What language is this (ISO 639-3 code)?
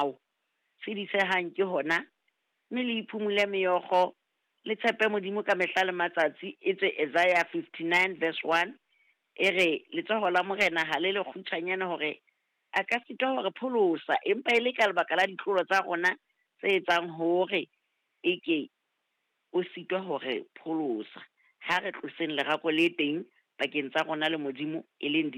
sot